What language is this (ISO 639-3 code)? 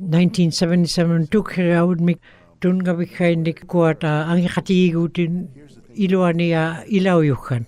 ikt